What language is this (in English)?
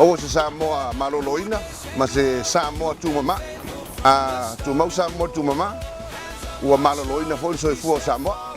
Samoan